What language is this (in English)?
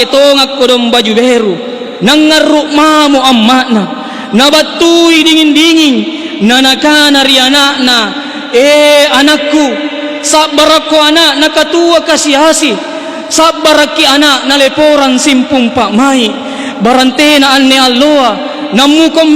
Makasar